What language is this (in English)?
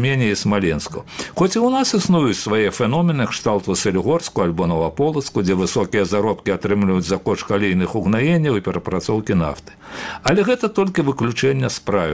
Belarusian